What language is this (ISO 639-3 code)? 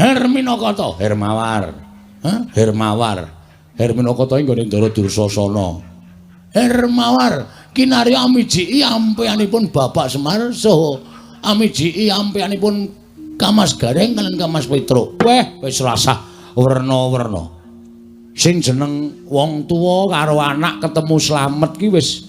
jav